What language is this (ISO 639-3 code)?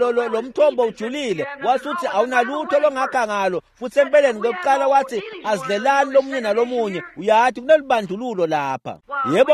ssw